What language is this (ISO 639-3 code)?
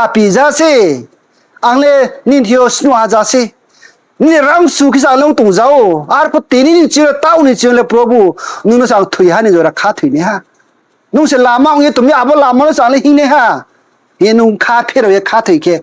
ria